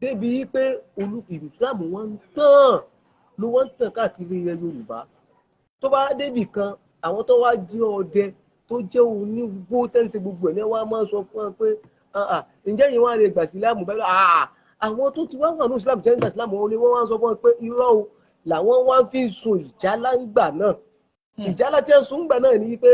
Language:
Yoruba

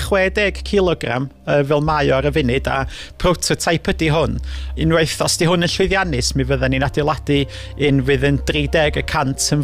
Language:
Welsh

